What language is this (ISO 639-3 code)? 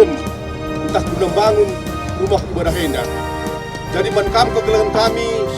btx